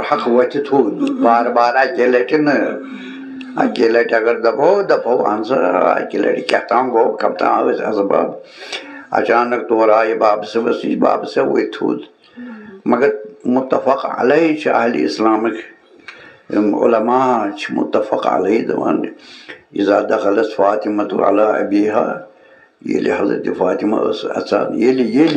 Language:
Kashmiri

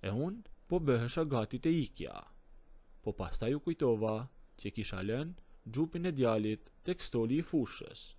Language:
Albanian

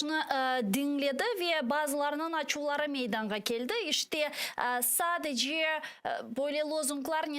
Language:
Crimean Tatar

